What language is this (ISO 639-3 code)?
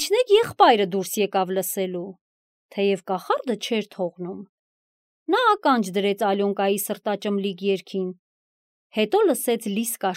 hye